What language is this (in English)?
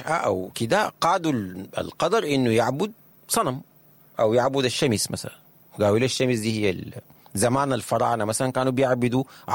Sudanese Arabic